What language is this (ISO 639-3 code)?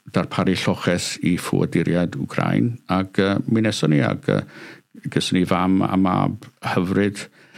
cym